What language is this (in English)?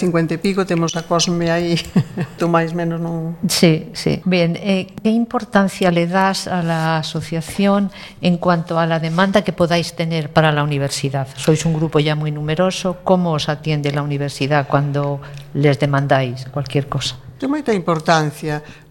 Galician